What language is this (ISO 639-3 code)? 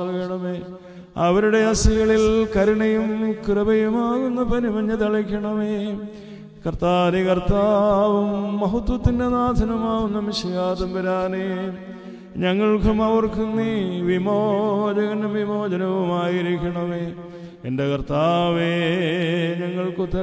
mal